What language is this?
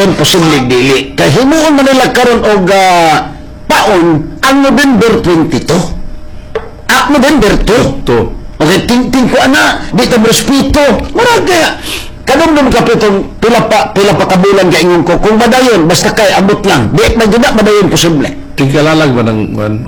Cebuano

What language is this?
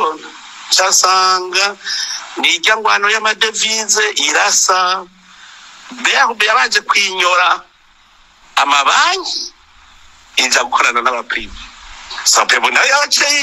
Rundi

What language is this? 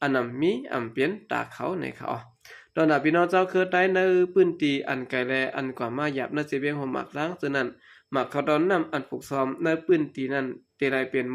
Shan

